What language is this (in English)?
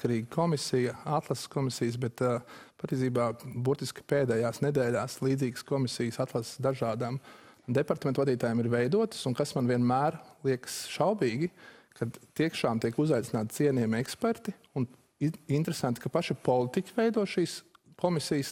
Latvian